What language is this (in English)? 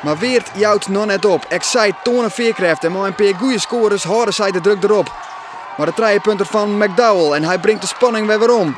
Western Frisian